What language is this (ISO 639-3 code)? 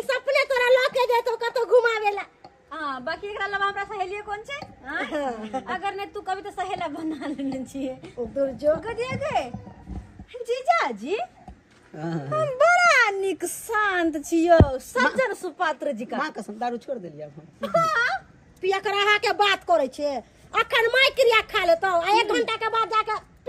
mai